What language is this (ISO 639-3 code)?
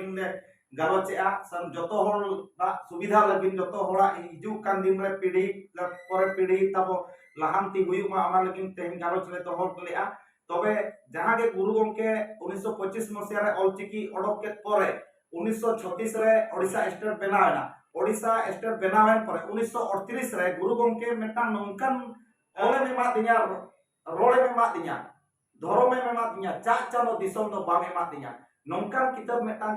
sat